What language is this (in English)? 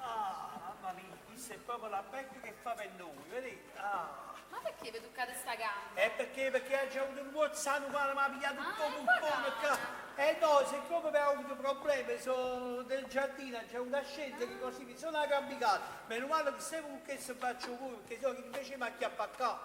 Neapolitan